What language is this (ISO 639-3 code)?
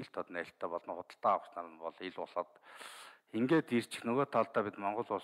mon